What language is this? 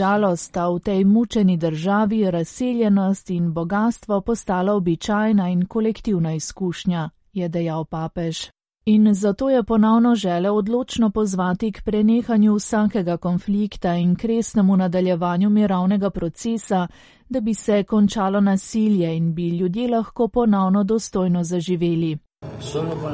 Slovenian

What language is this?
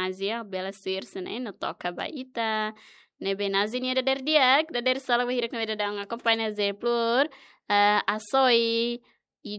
Tetum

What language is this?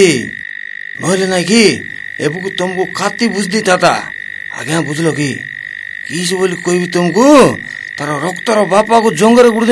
Odia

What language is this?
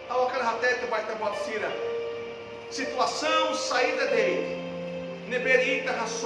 Tetum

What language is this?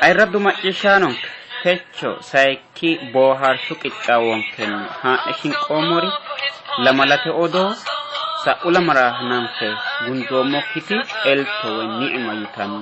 Sidamo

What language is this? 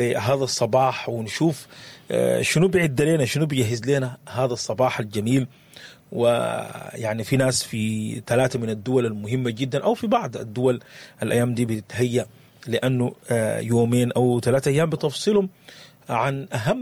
Sudanese Arabic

